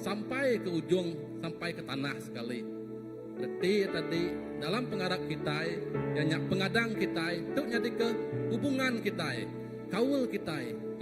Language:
Iban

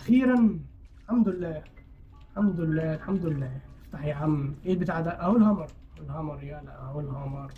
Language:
Egyptian Arabic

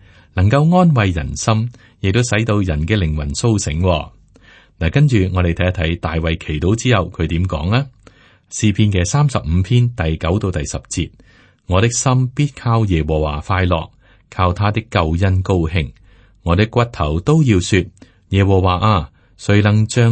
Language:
Cantonese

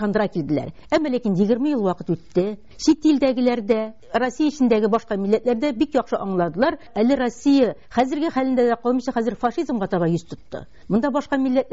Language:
Tatar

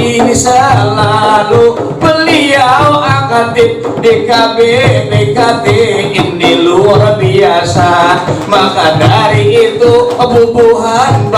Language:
Banjar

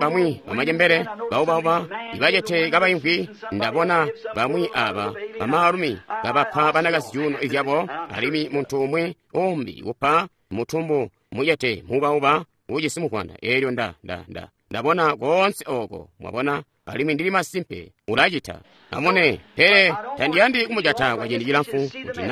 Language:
Tonga (Zambia)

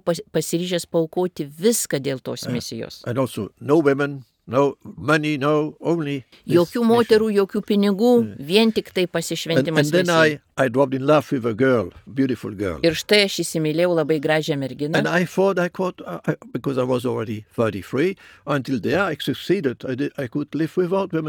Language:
Lithuanian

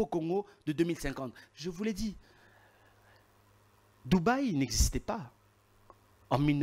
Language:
French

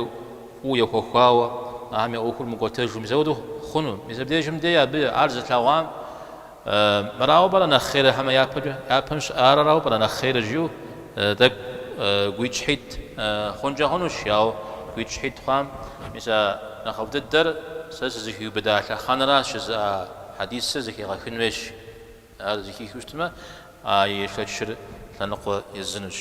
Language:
Kabardian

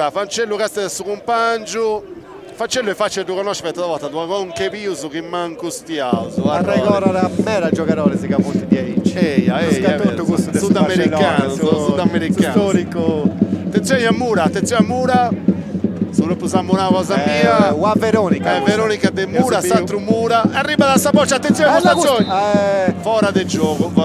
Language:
Sardinian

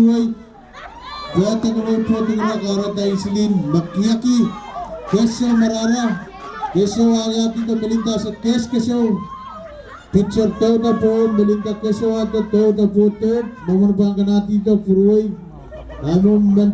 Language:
Pohnpeian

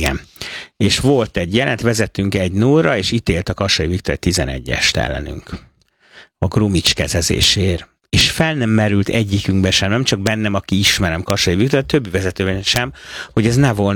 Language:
Hungarian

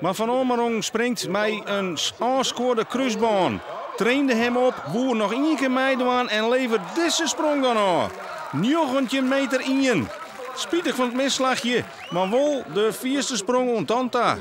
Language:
Western Frisian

